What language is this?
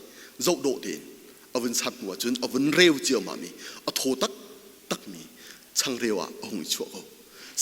Hakha Chin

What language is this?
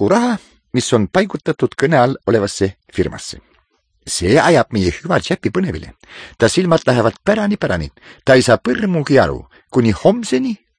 Estonian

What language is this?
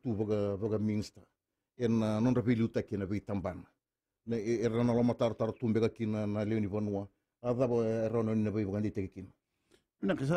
Fijian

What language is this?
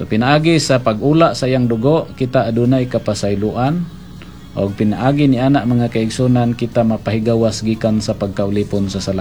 Cebuano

